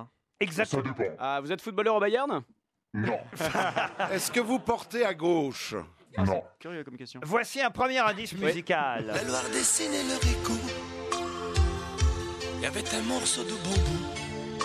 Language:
French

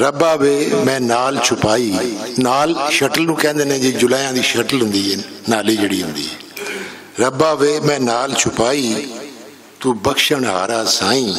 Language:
Western Panjabi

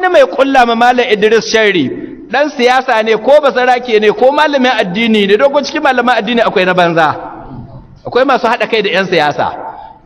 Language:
Hausa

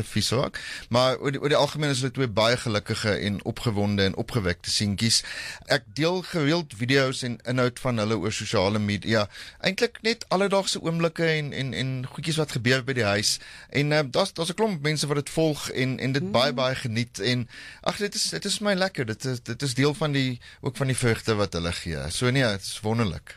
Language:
Afrikaans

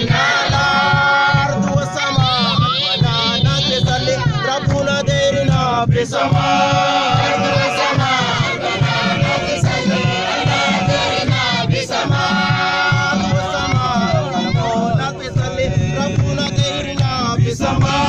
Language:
Mabaan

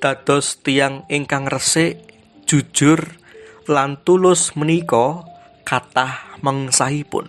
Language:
Javanese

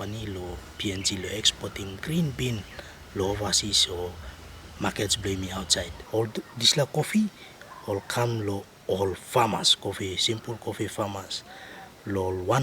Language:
Tok Pisin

